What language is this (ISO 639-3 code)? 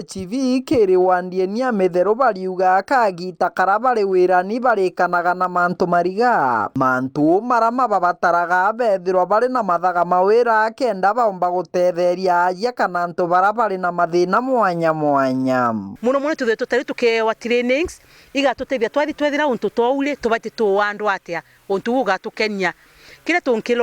mer